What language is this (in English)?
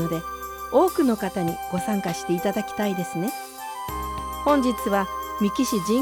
Japanese